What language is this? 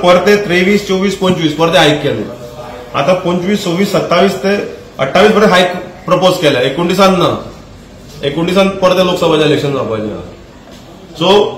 Konkani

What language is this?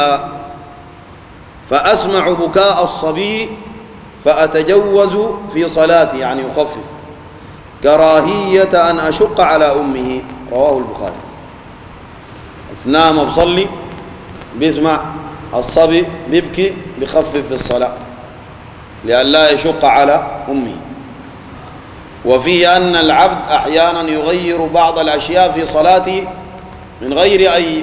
Sudanese Arabic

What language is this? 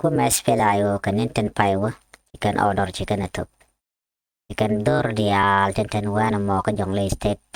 Nuer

